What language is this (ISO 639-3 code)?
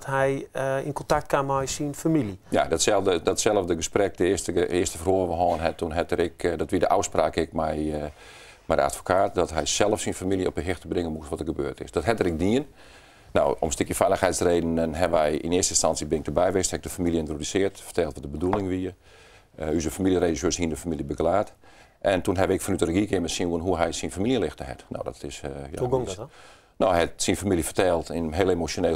fry